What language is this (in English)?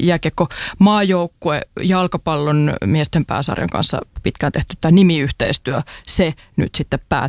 Finnish